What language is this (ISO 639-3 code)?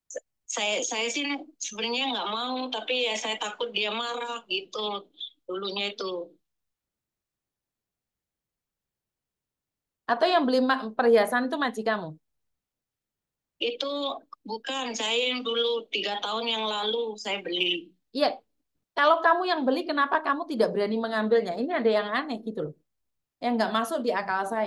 ind